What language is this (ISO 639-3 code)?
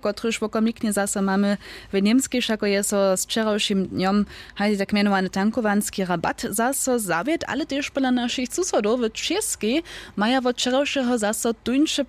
hsb